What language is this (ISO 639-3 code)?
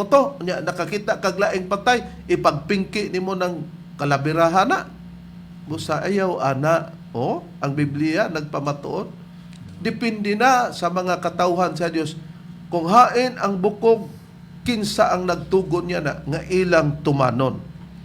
ceb